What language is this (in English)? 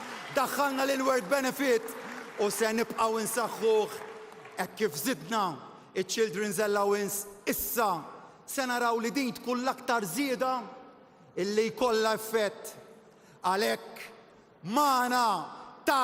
Maltese